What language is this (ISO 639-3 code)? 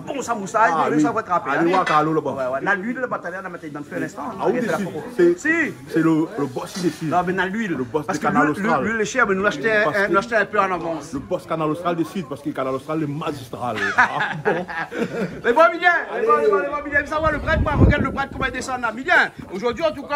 rcf